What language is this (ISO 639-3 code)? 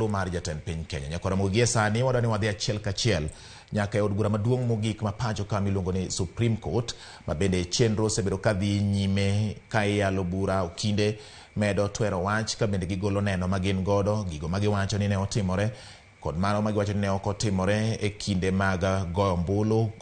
luo